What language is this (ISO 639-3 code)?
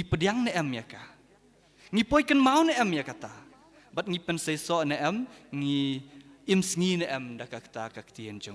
kha